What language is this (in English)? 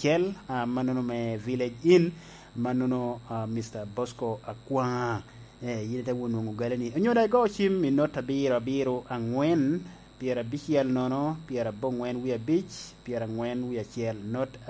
Lango (Uganda)